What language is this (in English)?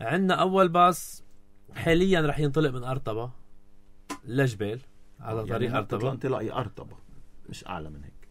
North Levantine Arabic